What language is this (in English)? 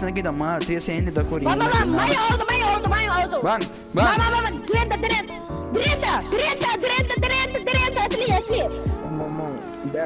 Papiamento